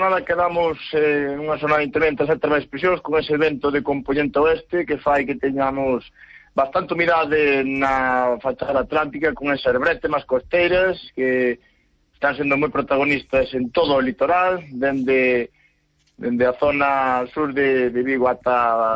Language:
Galician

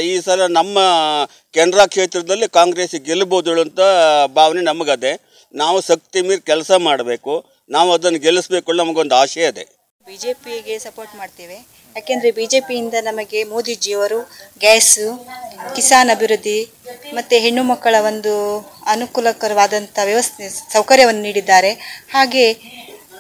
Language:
Kannada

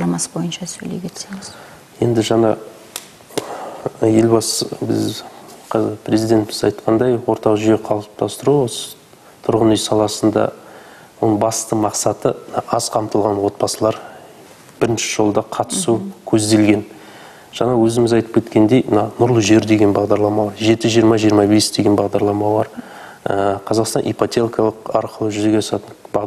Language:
Kazakh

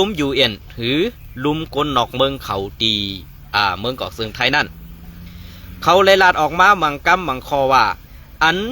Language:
Shan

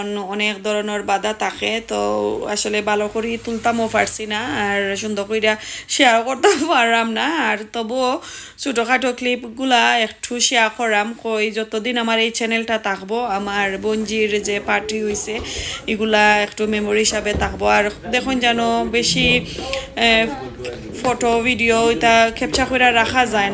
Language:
Sylheti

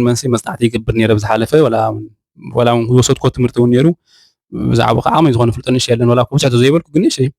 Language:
Tigrinya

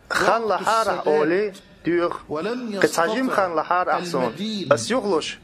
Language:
Chechen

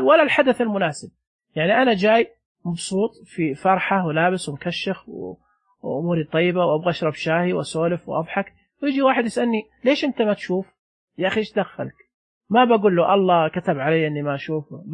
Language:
Najdi Arabic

